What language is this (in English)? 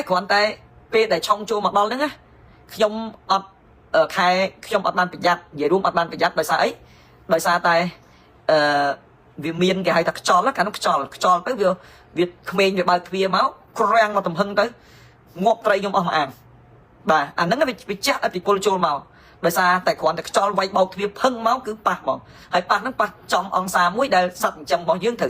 Khmer